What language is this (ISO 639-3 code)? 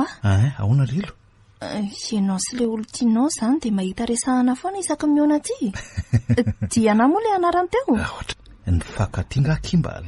mlg